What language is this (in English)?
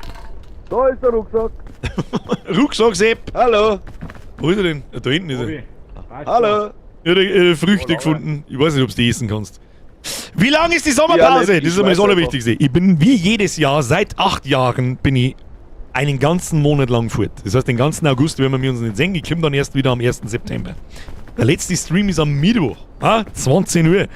Bavarian